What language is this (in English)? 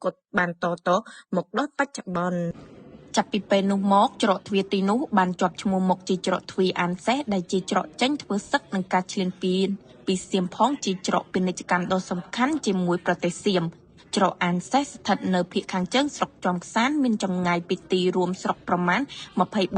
Khmer